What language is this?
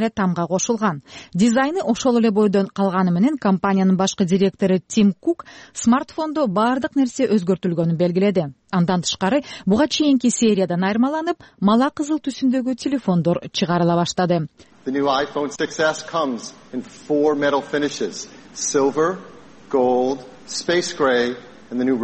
Kyrgyz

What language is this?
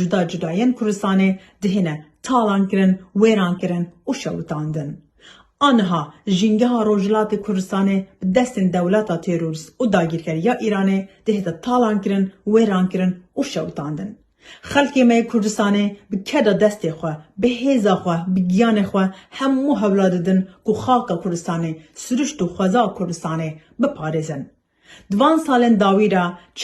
Kurdish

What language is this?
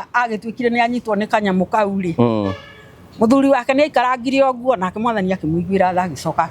Kikuyu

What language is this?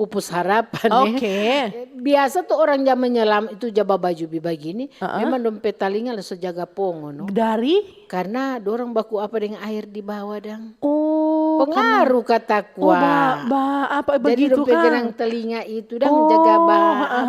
Manado Malay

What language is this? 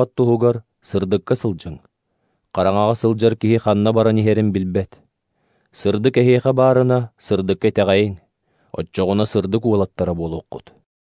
Yakut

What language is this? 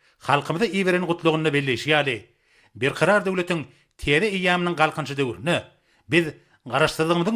Turkmen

